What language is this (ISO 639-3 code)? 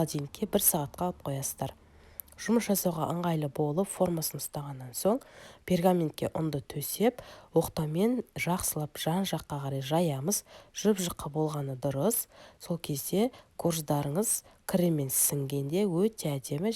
kaz